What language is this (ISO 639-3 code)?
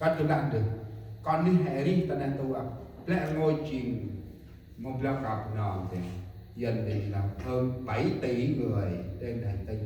cmo